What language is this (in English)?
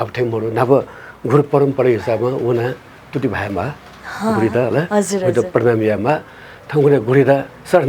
Newari